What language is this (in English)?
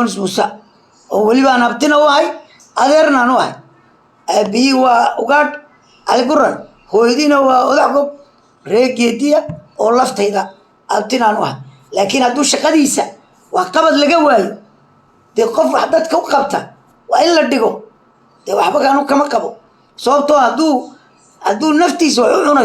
Somali